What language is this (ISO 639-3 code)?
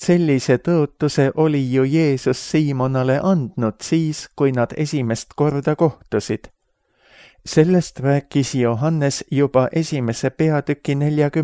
est